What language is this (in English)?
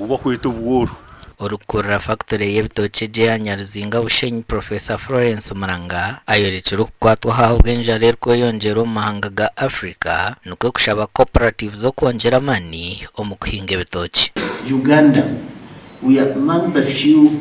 Nyankole